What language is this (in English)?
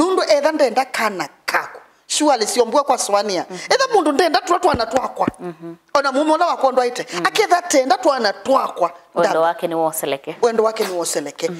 Kamba